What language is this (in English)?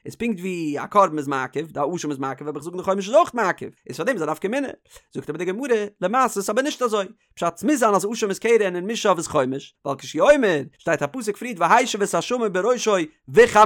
Yiddish